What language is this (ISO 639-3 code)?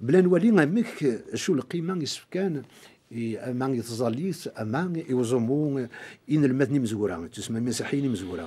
kab